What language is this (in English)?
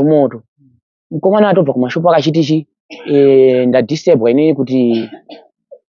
Shona